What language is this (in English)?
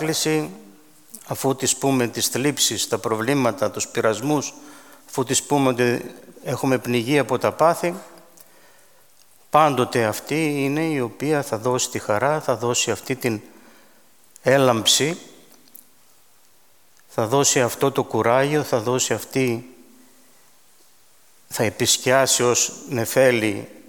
Greek